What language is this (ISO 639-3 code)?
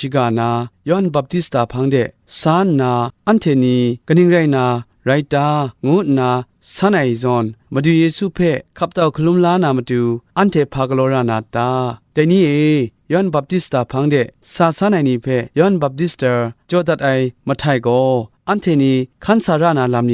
kac